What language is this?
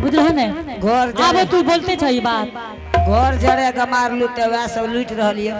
Angika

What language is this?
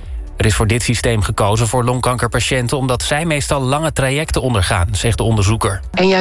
Dutch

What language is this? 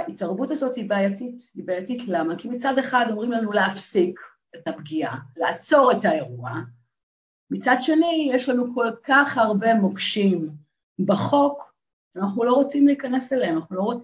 Hebrew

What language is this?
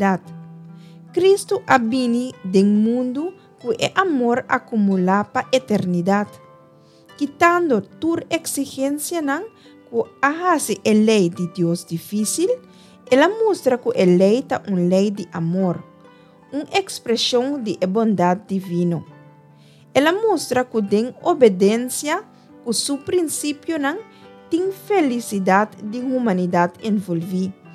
Papiamento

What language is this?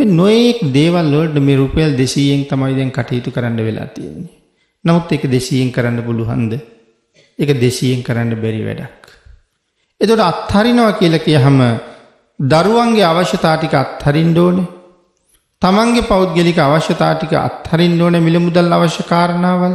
Sinhala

